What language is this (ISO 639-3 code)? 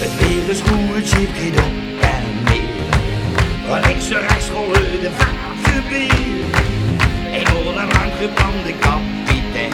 lim